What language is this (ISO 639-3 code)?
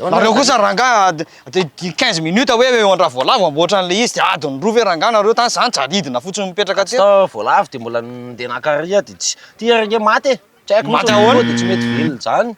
mlg